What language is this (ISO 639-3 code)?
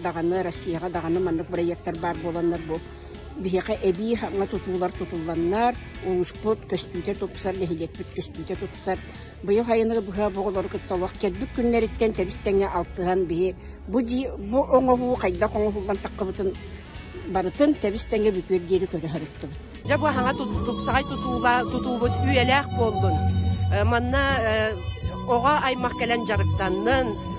sah